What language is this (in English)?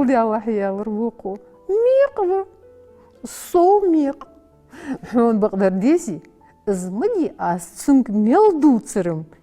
Ingush